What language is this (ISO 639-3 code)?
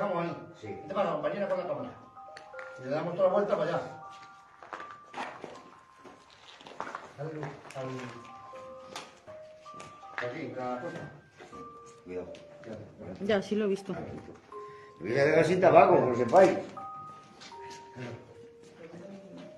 spa